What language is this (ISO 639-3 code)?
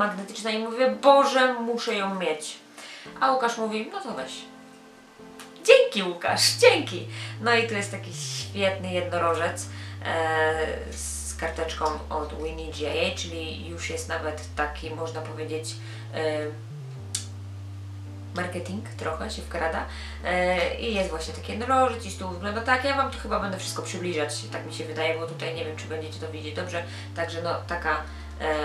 pol